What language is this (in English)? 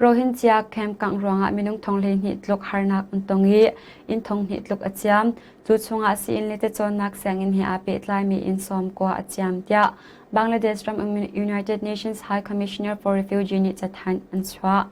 Hakha Chin